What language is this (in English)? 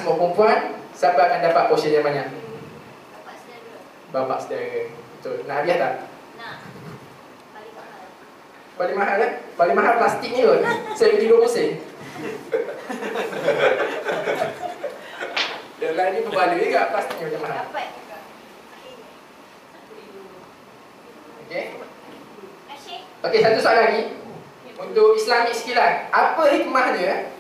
Malay